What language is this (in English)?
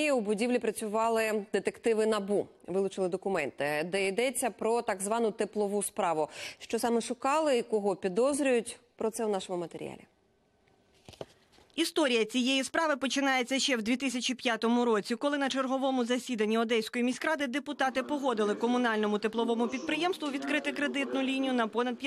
Ukrainian